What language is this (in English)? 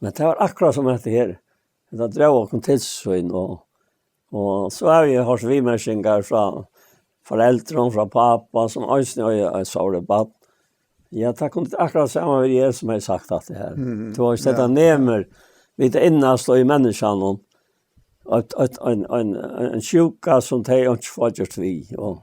Faroese